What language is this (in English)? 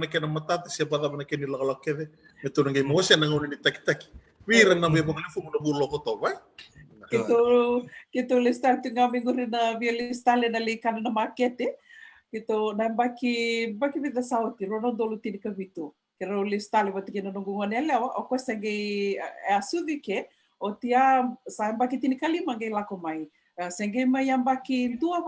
Fijian